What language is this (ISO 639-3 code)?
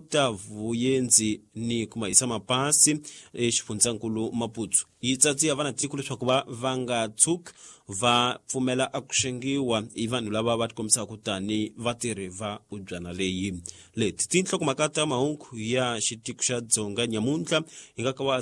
tso